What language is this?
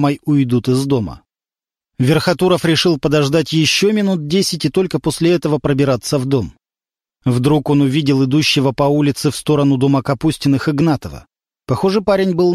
Russian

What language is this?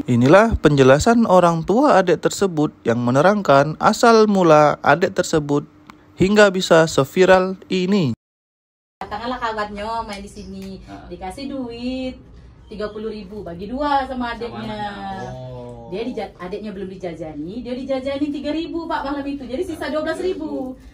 Musi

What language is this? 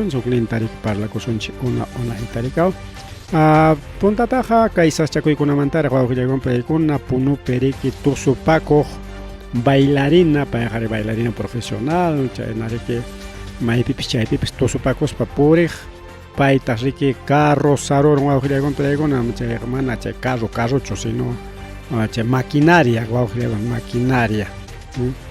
Ayacucho Quechua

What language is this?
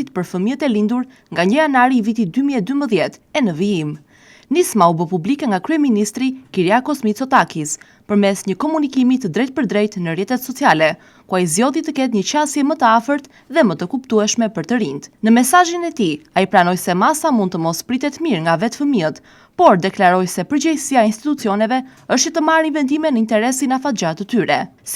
Albanian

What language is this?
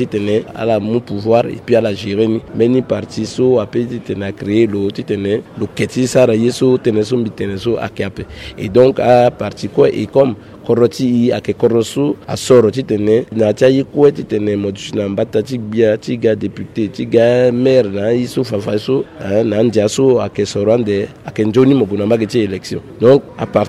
Sango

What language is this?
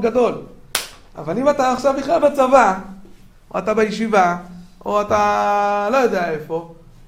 Hebrew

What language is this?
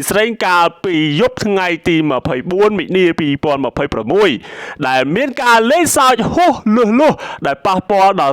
Khmer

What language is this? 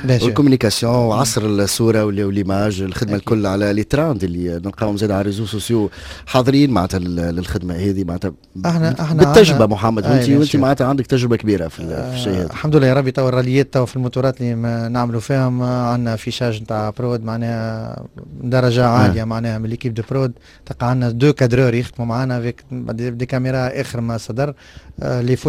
Tunisian Arabic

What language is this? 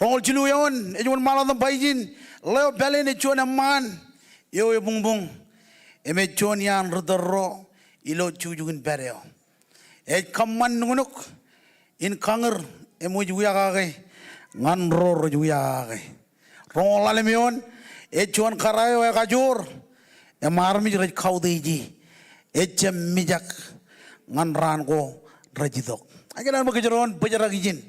Marshallese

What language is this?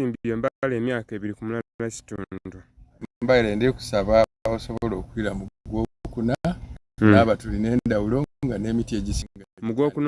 Soga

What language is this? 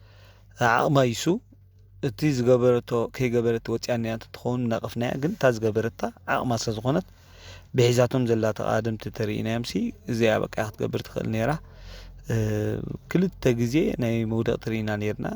Tigrinya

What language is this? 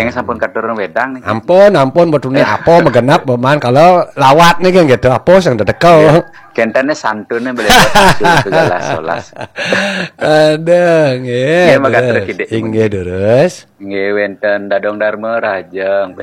Balinese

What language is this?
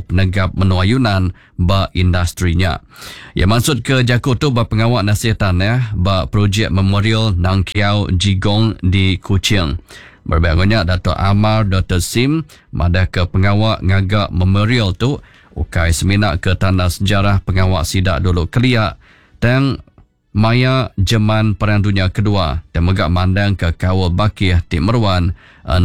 Iban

